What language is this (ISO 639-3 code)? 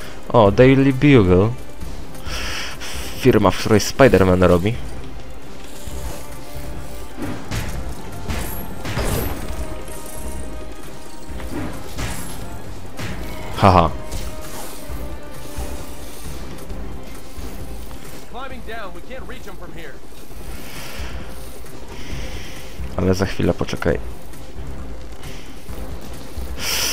pol